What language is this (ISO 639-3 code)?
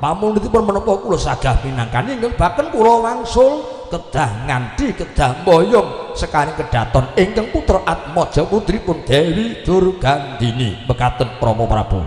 jav